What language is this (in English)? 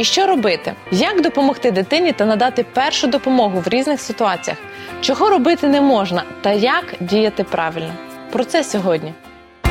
Ukrainian